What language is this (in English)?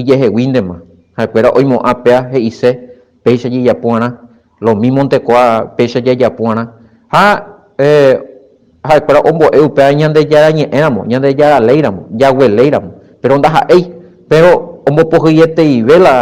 Guarani